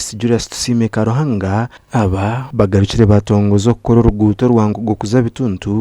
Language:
Nyankole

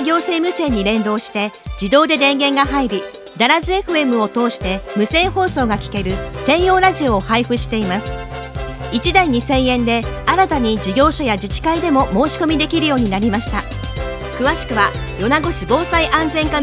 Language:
Japanese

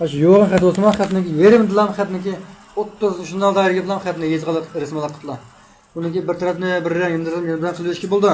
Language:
Uyghur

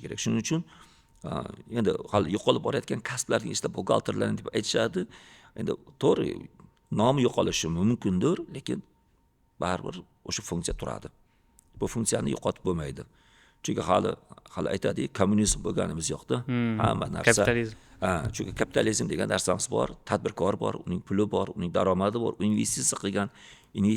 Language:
Uzbek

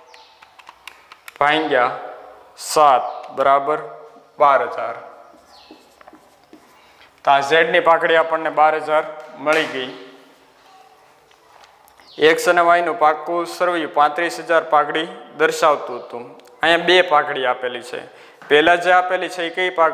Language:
Gujarati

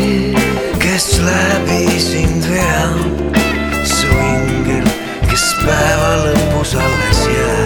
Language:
Estonian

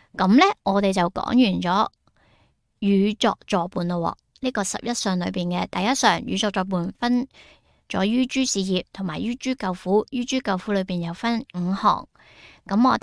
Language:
Cantonese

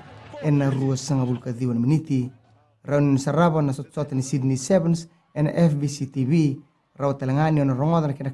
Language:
Fijian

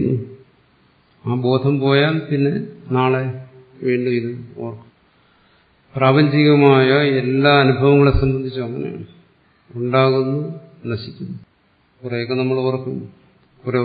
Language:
Malayalam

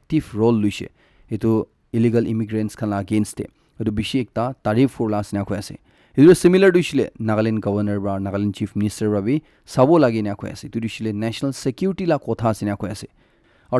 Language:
Naga Pidgin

